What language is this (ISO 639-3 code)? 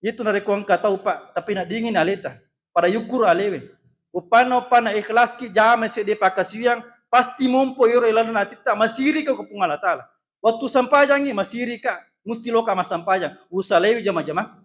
bug